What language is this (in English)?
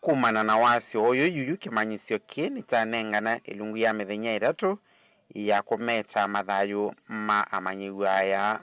Kamba